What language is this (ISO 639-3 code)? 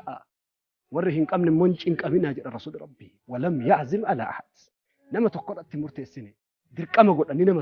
orm